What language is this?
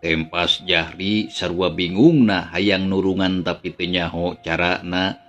Sundanese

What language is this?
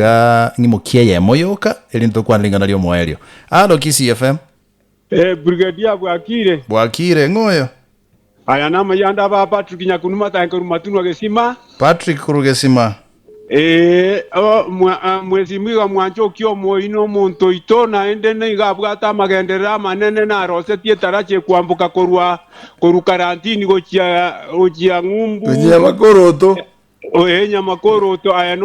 Gusii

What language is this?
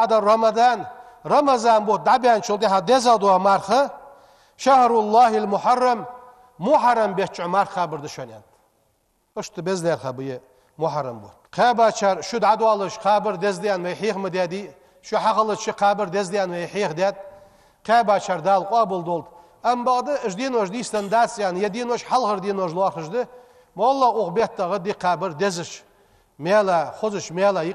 Ingush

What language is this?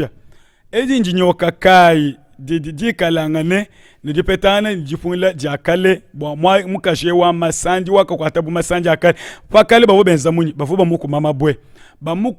Luba-Lulua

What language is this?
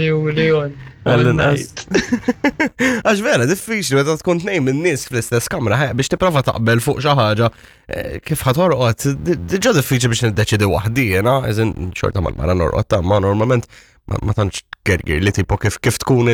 Maltese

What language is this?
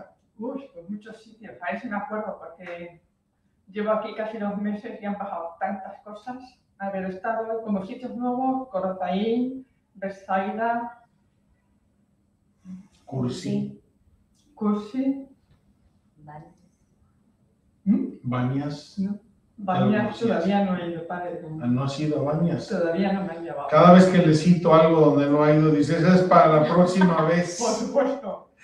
Spanish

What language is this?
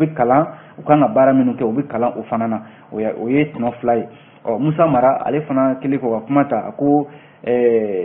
Bambara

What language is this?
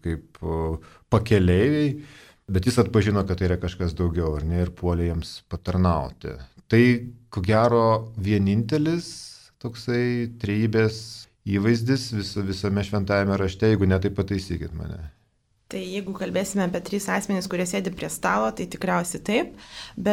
Lithuanian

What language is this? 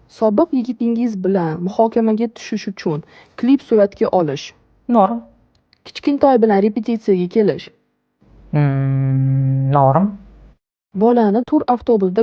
Uzbek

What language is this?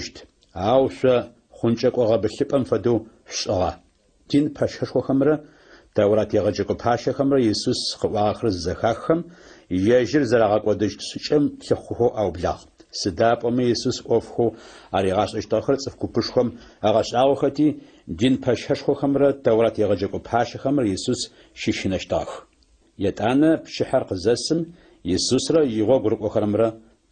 Adyghe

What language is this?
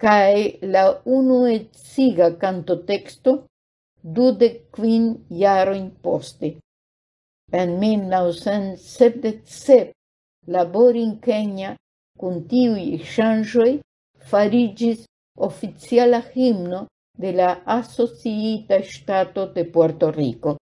Esperanto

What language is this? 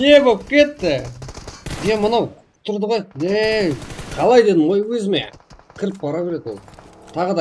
Kara-Kalpak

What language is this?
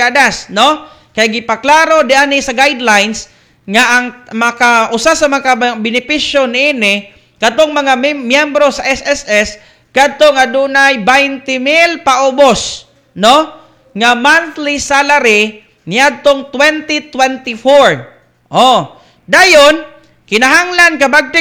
Cebuano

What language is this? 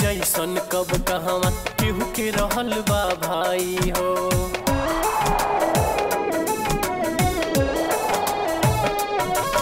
Bhojpuri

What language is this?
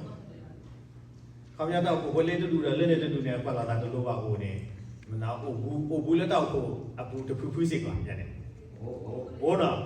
S'gaw Karen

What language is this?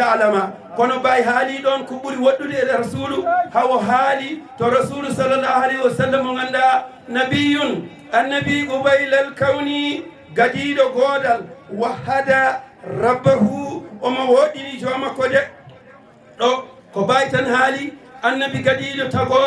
Fula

